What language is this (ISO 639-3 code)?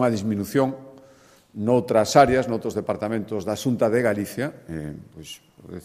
glg